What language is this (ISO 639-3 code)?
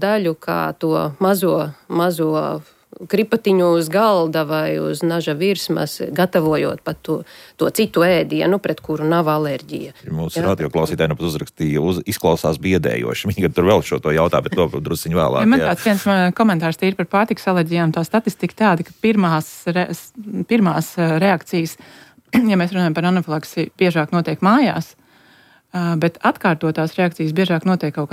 lav